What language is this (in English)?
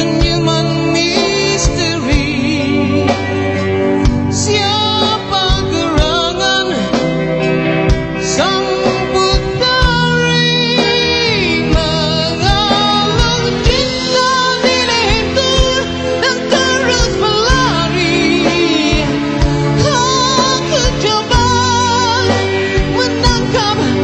Malay